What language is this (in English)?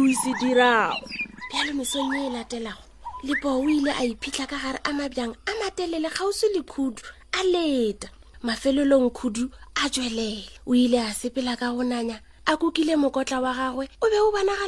Northern Sotho